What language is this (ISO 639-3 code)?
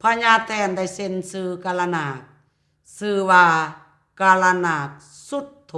lao